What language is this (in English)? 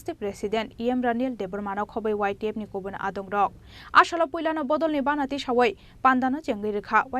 Kok Borok